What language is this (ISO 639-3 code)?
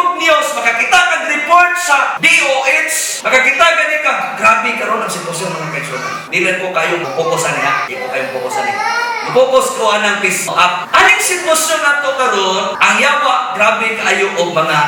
ceb